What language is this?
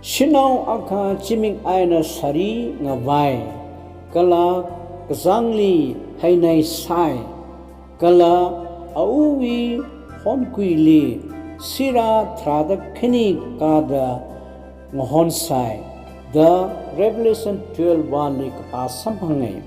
Tangkhul Naga (India)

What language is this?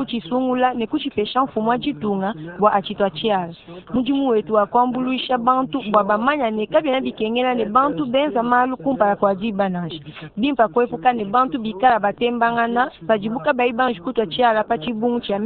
Luba-Lulua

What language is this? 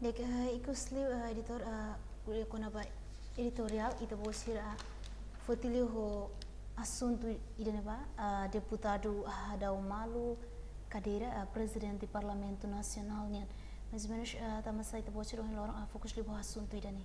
Tetum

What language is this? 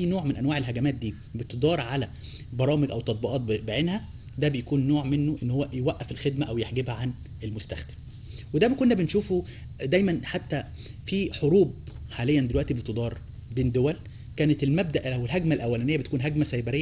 Egyptian Arabic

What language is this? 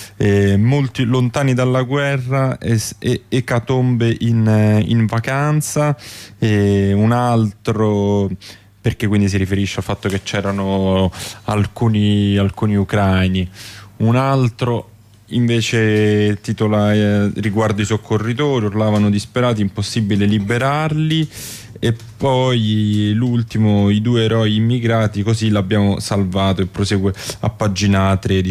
Italian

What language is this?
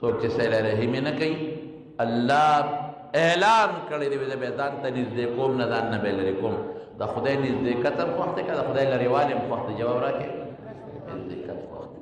Pashto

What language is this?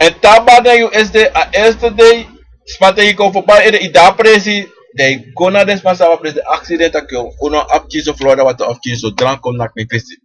Sranan Tongo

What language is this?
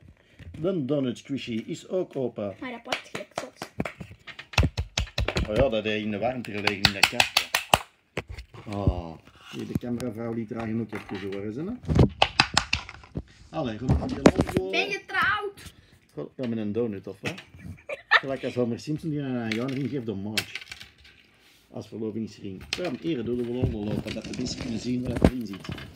Dutch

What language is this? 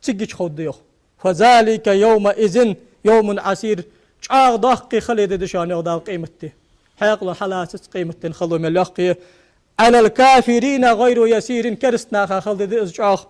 Ingush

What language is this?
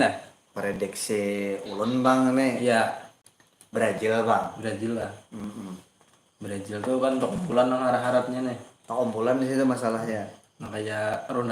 Banjar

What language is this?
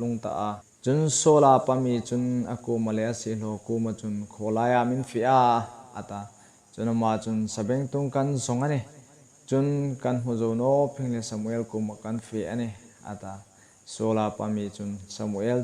Hmar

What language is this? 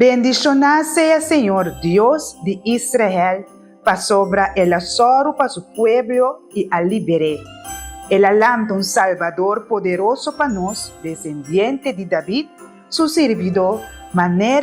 Papiamento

